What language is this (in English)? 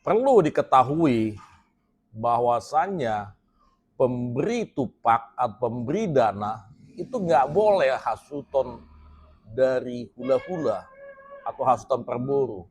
Batak Toba